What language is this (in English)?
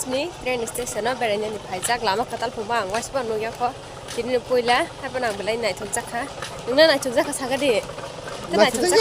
Kok Borok